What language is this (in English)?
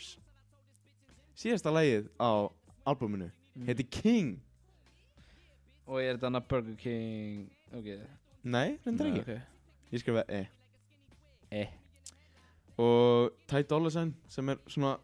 Icelandic